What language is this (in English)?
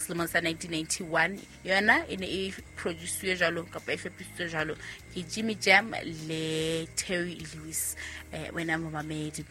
Southern Sotho